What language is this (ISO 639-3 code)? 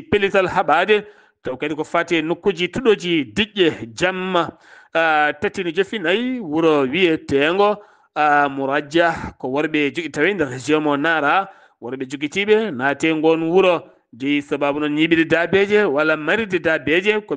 ful